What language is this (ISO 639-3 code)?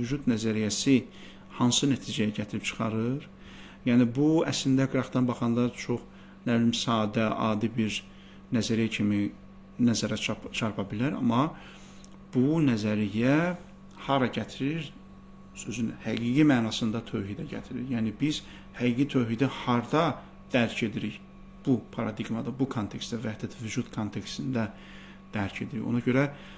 aze